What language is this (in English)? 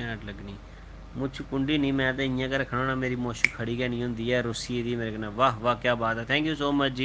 Dogri